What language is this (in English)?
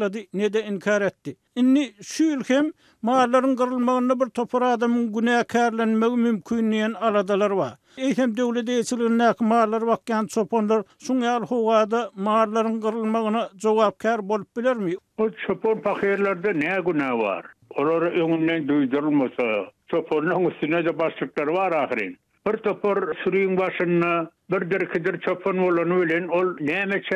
Turkmen